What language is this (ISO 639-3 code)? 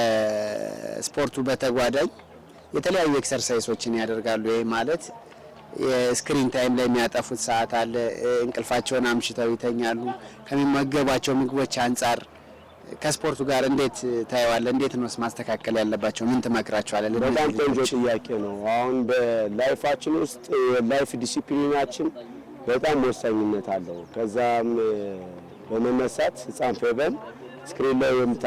amh